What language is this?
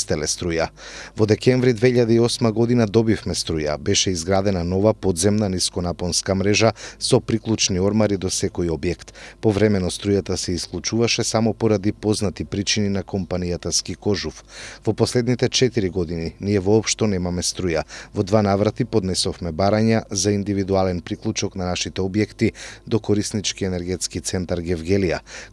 Macedonian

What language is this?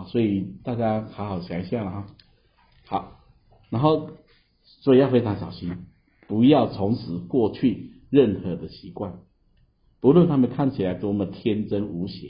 Chinese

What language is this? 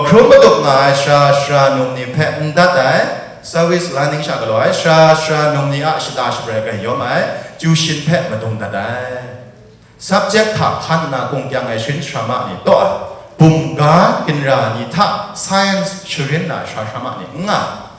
Kachin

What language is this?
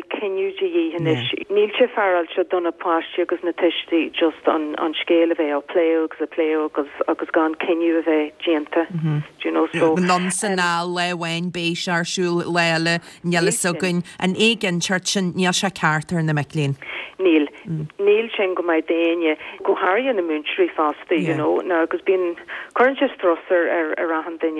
Irish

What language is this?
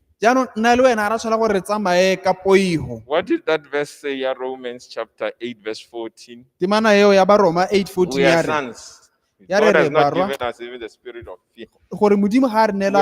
Tswana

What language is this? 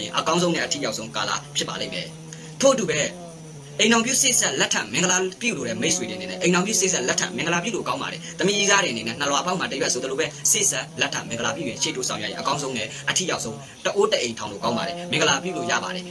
Burmese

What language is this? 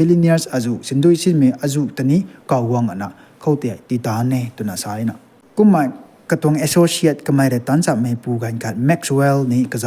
Rongmei Naga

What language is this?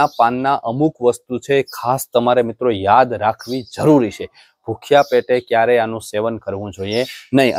Gujarati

